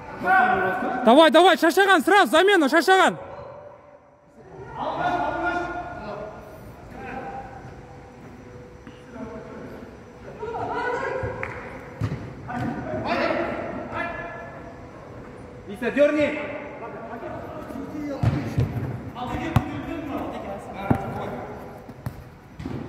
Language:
Kazakh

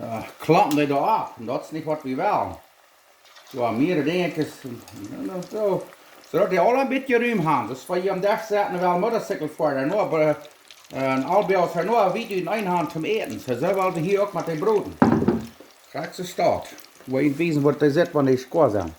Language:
Plautdietsch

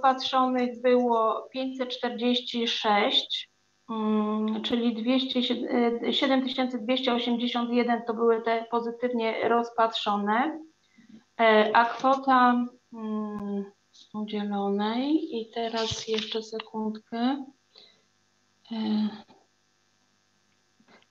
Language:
Polish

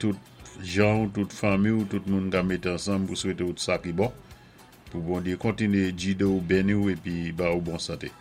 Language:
Saint Lucian Creole French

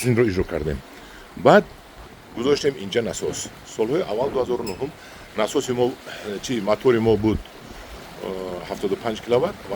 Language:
Tajik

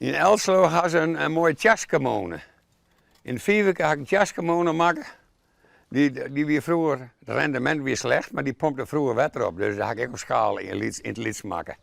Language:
Western Frisian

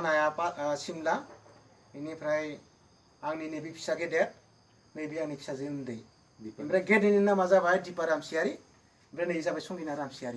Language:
Bodo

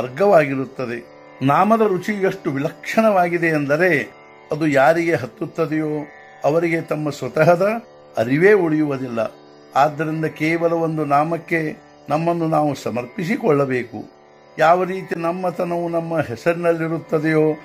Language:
Kannada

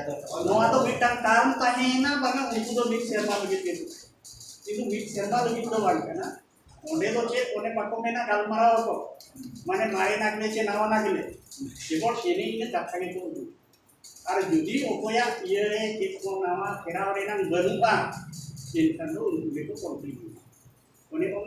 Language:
Santali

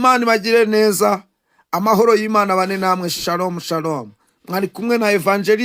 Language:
Kinyarwanda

